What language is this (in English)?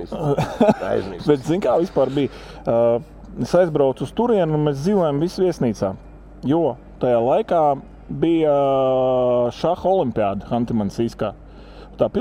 Latvian